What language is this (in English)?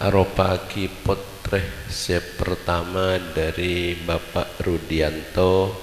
Madurese